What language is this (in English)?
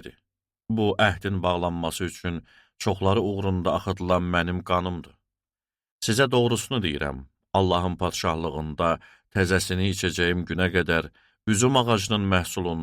Azerbaijani